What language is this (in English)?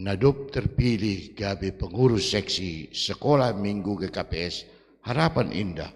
Batak Simalungun